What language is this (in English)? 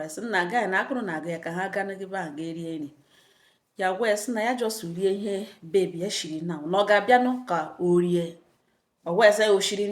Igbo